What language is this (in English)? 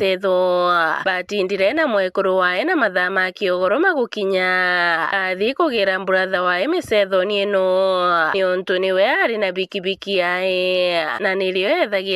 Meru